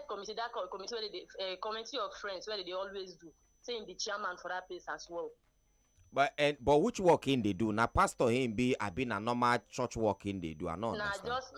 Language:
Nigerian Pidgin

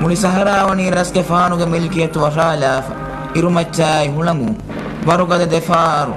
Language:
Divehi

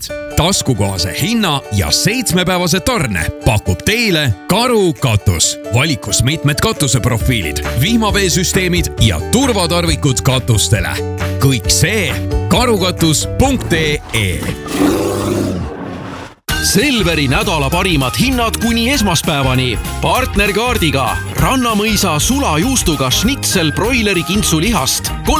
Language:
Estonian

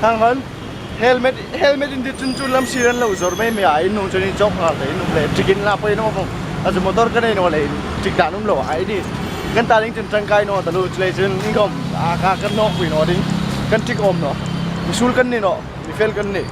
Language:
Hmar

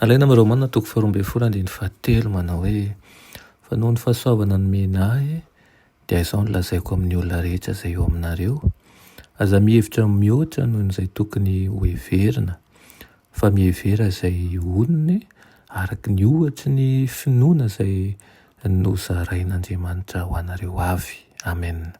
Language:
Malagasy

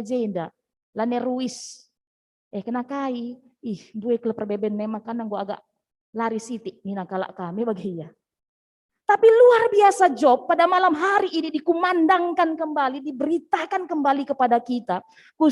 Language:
Batak Karo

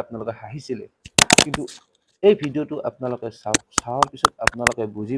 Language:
Assamese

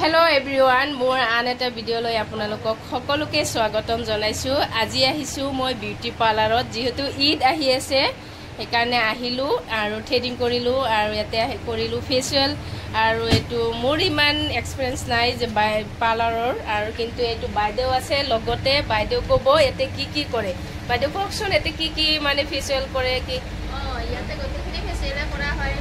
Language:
Assamese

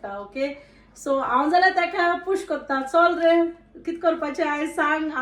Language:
Konkani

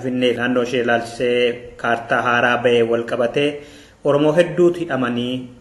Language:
Oromo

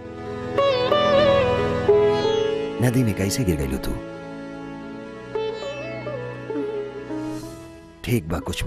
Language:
Bhojpuri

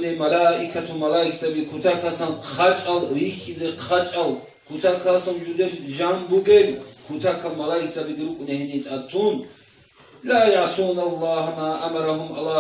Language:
Avaric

